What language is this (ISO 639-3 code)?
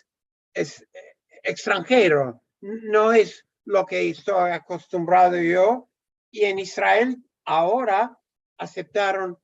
lad